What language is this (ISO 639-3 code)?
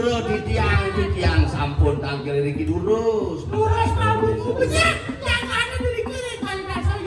ban